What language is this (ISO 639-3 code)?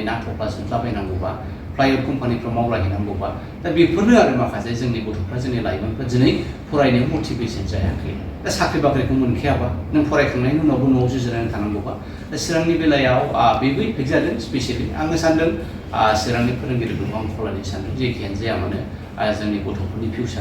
brx